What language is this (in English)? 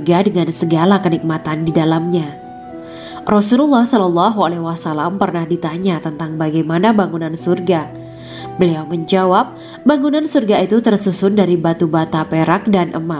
Indonesian